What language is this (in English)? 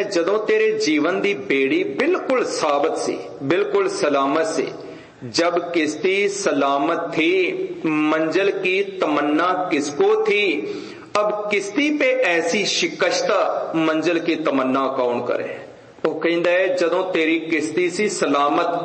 Punjabi